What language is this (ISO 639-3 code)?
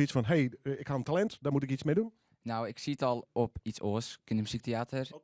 fry